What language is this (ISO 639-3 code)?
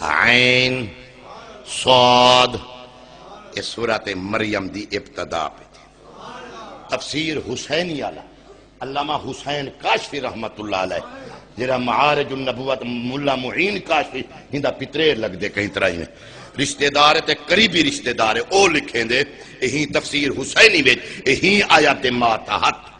skr